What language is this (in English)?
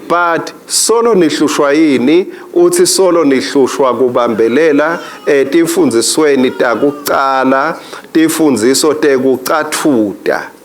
Swati